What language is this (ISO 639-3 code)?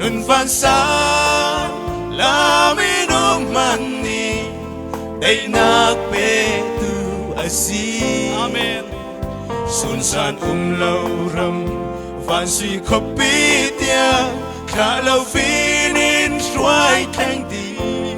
cfm